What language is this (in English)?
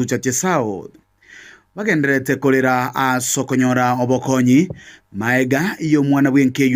Gusii